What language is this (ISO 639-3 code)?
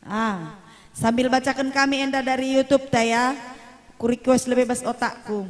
btx